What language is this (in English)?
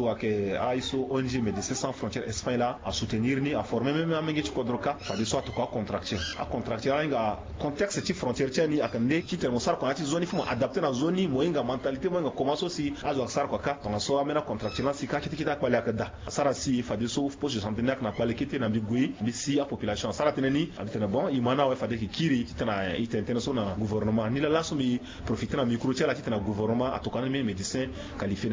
Sango